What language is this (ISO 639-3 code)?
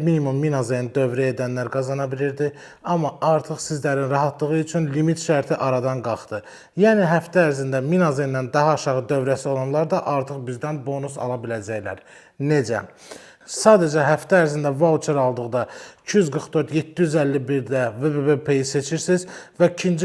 aze